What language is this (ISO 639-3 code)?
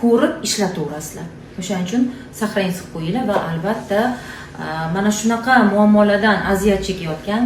uzb